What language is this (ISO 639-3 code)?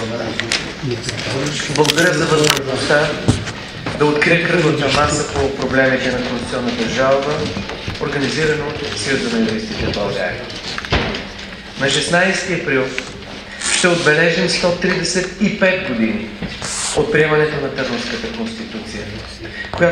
bul